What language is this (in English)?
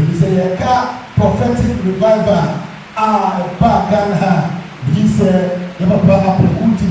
Akan